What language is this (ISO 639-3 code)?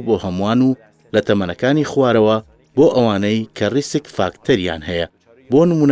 ckb